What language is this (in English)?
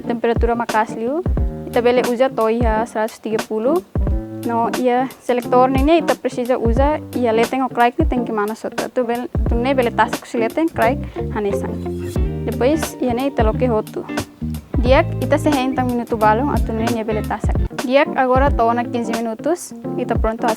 Tetum